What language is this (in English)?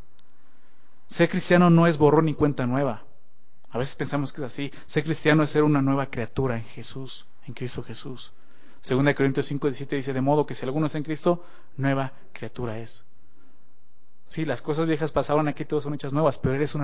Spanish